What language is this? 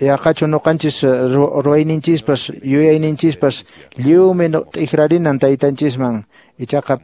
Quechua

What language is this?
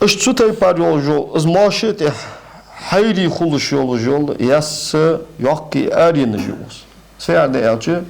Ingush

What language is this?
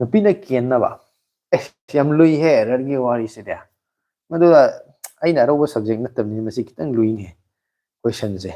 Manipuri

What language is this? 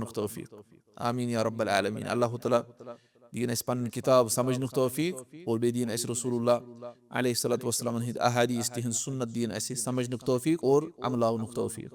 Kashmiri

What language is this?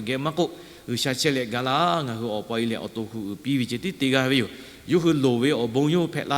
Lahu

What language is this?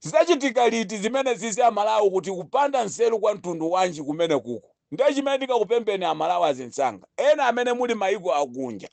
Nyanja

